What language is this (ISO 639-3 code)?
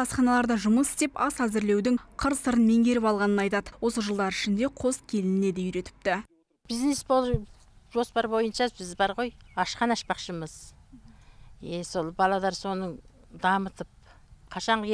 kaz